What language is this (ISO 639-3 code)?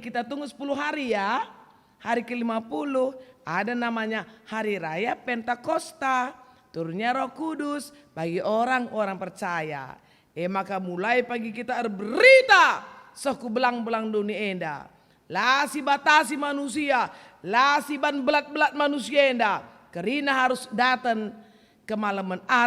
btx